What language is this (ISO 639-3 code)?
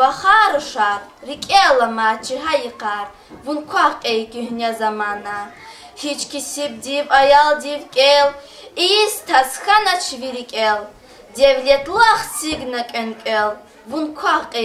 lez